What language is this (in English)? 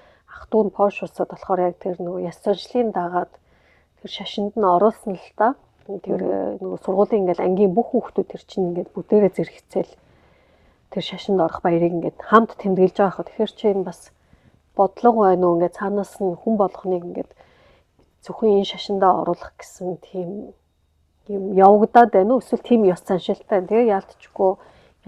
Mongolian